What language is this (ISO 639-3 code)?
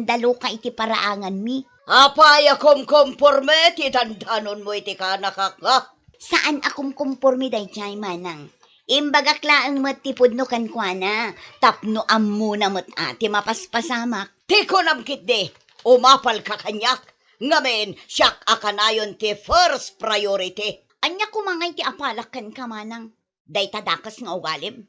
ilo